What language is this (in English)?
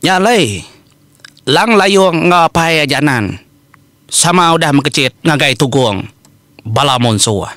Iban